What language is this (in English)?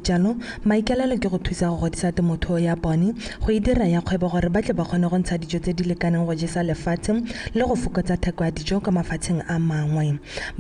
Tswana